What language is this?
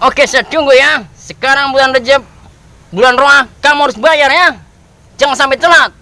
Betawi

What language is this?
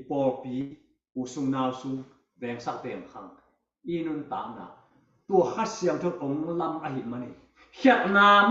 Tedim Chin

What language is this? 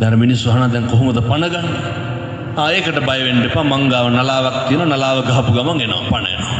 Sinhala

